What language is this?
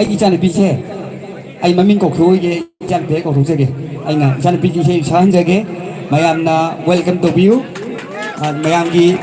Manipuri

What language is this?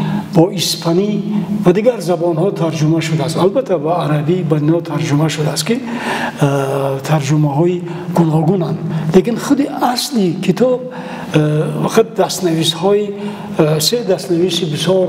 Tajik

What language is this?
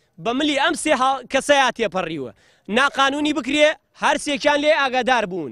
Central Kurdish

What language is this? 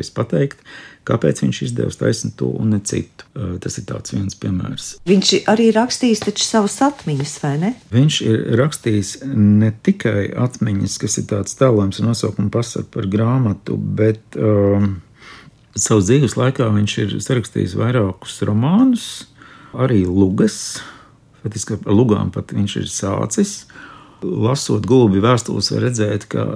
Latvian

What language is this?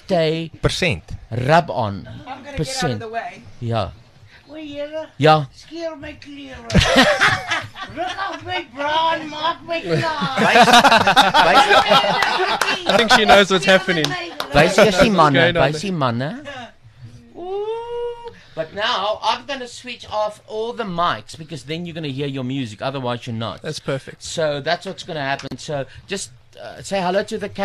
Afrikaans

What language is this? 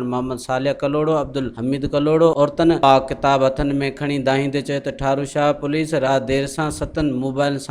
Sindhi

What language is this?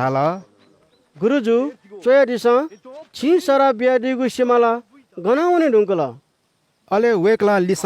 Newari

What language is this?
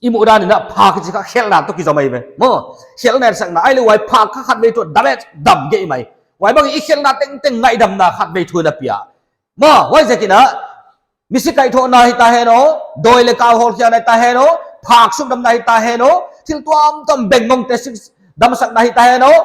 Paite Chin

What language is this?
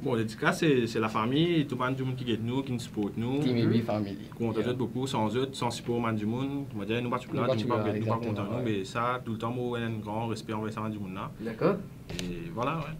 Morisyen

